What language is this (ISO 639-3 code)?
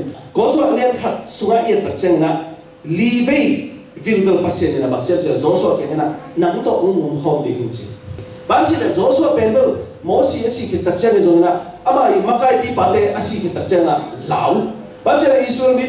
ctd